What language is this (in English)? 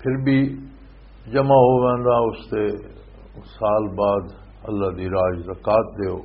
Western Panjabi